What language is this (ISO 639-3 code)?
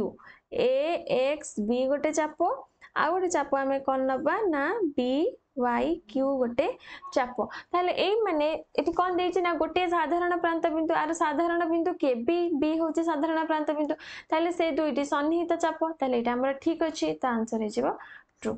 ori